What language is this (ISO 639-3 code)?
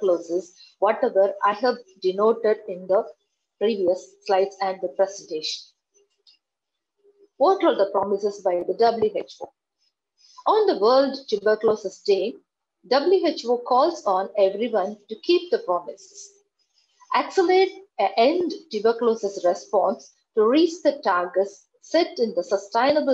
eng